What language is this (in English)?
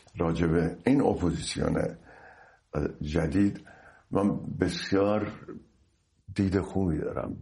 Persian